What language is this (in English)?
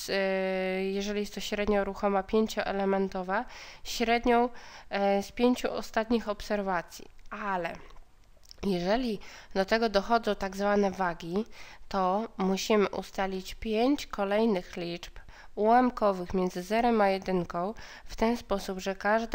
Polish